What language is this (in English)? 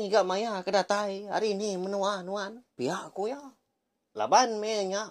Iban